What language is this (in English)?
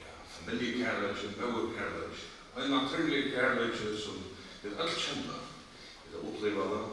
Faroese